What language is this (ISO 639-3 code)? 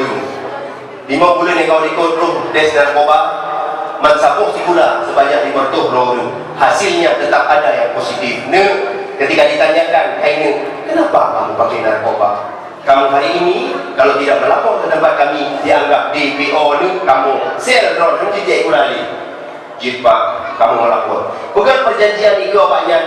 ace